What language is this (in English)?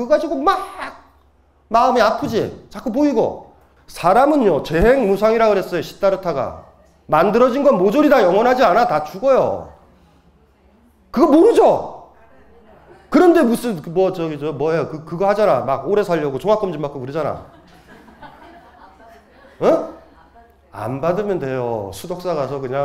Korean